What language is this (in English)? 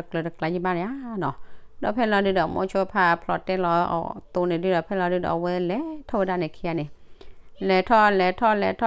S'gaw Karen